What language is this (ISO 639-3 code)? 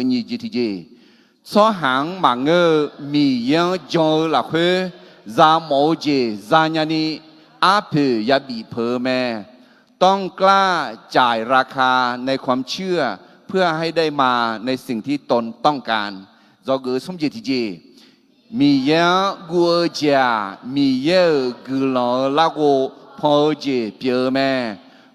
ahk